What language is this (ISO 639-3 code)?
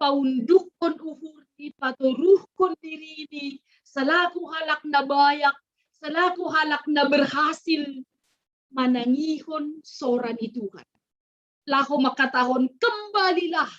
bts